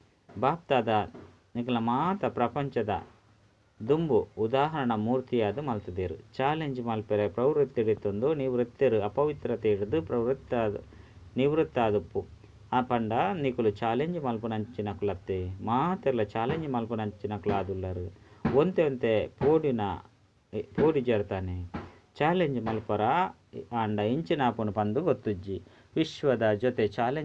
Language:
Tulu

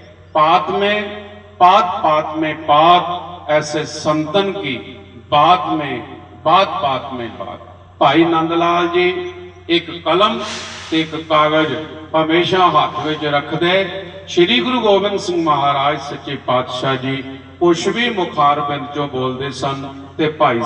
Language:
Punjabi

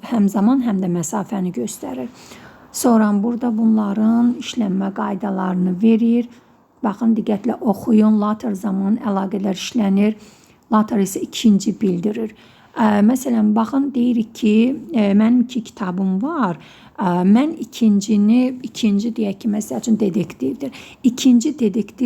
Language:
Azerbaijani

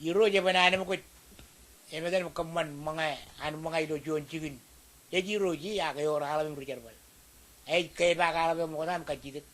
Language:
Marshallese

